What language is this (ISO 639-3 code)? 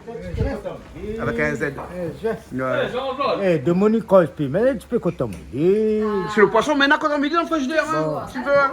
rcf